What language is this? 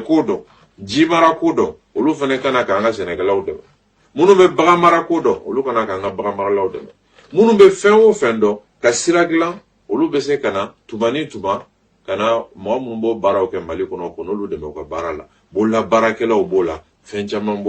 Bambara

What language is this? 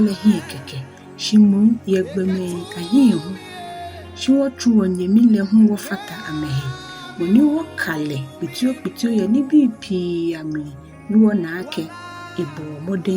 Ga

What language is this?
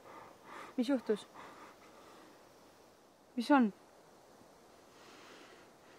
Estonian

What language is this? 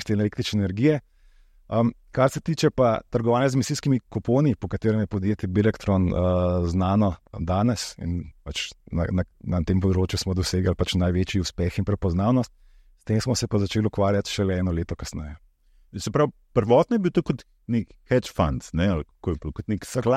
Slovenian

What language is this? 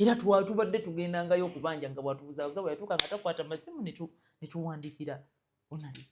Ganda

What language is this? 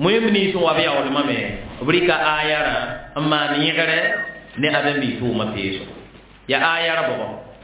Mossi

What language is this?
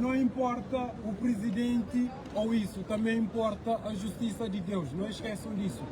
Kabuverdianu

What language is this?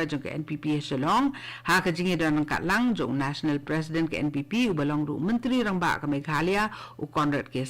Khasi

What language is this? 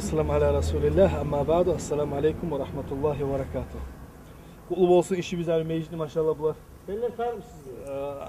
Kumyk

